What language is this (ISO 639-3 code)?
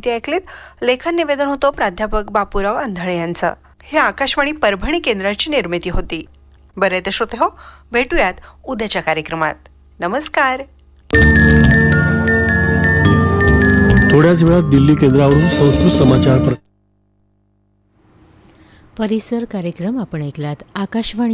mar